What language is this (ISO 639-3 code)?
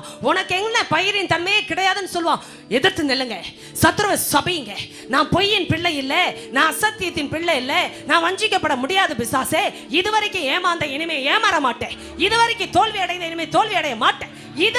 tam